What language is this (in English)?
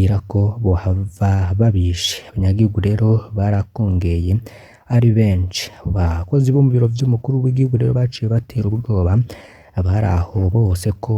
Rundi